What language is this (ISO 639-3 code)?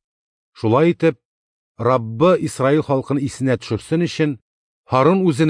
tat